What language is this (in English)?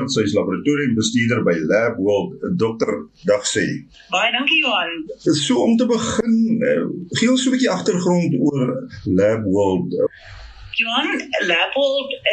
Afrikaans